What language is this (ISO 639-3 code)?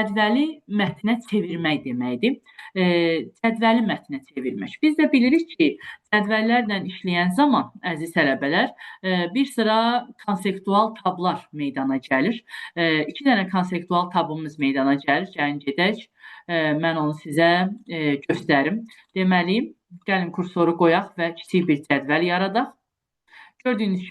aze